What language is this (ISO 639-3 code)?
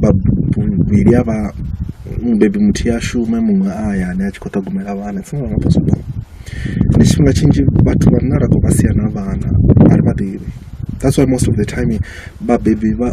ven